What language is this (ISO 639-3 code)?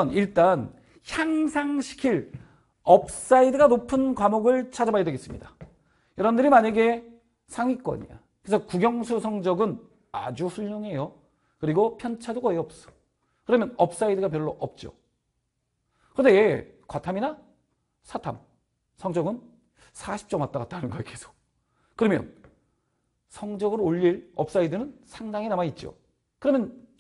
kor